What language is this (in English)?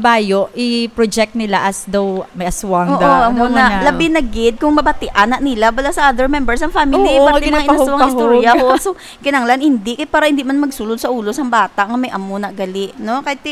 Hiligaynon